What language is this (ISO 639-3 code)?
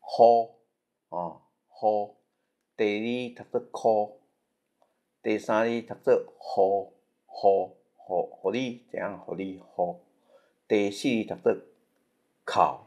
nan